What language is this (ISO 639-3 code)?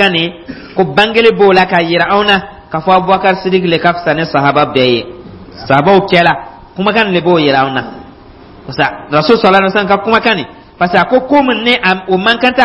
dyu